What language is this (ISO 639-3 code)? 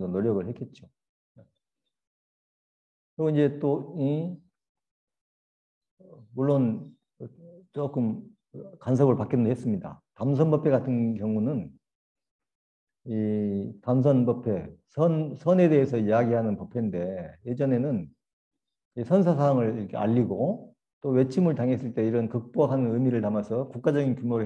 kor